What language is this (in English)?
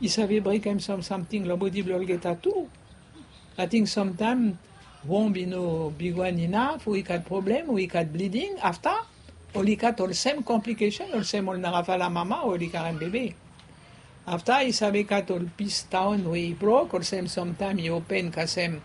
Bislama